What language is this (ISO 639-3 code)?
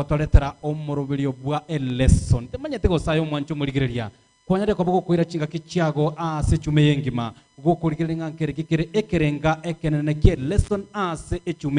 guz